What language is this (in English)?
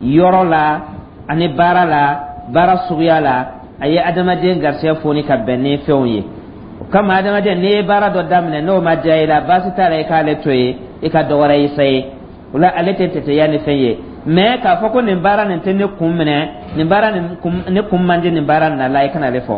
Dyula